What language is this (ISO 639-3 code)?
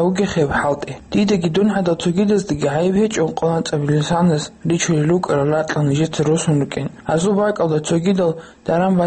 ava